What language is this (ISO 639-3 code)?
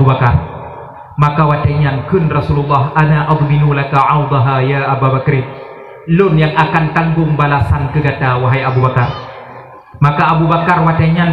ace